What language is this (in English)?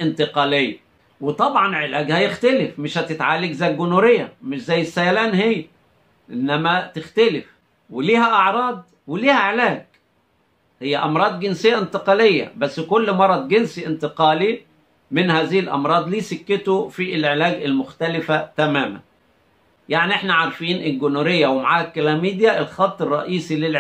Egyptian Arabic